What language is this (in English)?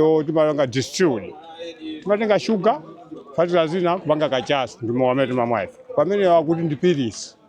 Nyanja